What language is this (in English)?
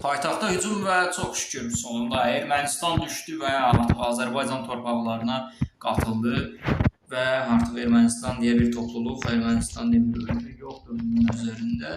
Azerbaijani